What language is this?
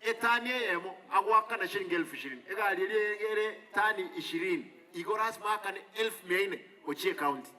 Gusii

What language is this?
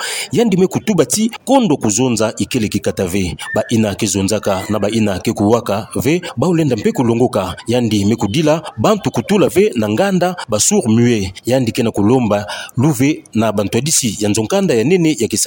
Kituba (Democratic Republic of Congo)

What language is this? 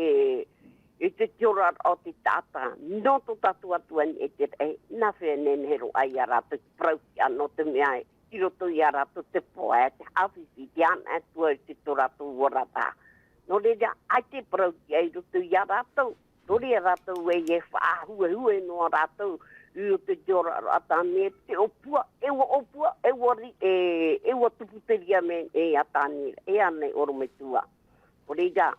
Tahitian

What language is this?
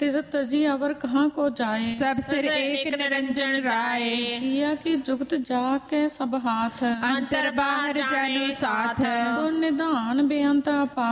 Punjabi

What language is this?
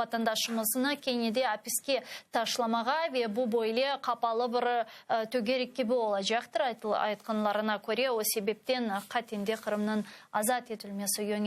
Crimean Tatar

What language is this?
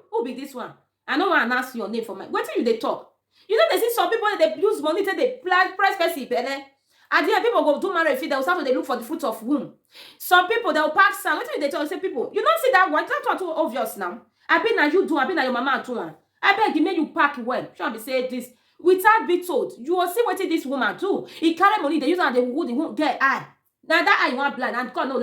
Nigerian Pidgin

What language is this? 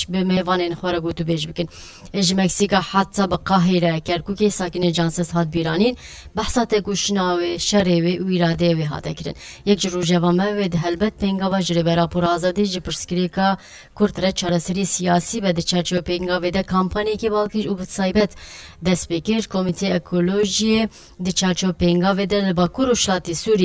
Kurdish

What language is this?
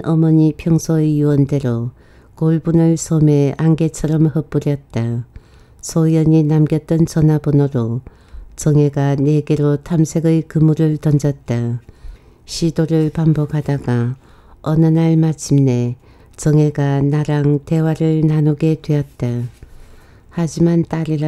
Korean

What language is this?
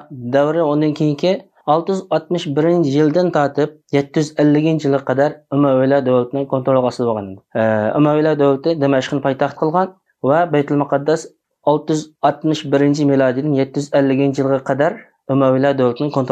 Uyghur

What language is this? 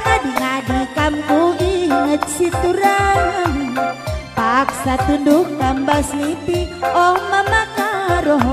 Batak Karo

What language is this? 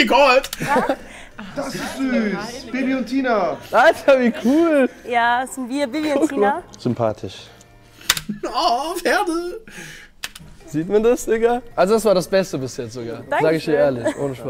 German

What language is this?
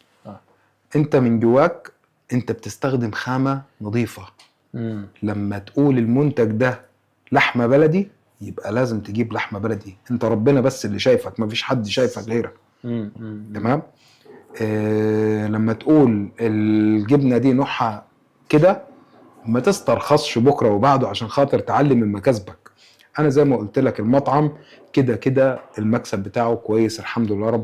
Egyptian Arabic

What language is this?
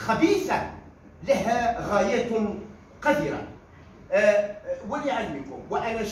Arabic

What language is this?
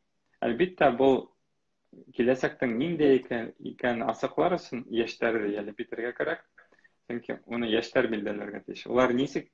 Bashkir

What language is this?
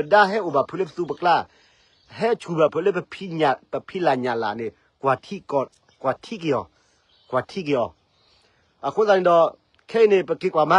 S'gaw Karen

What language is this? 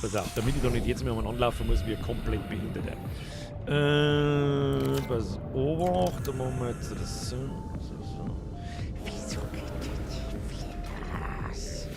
Bavarian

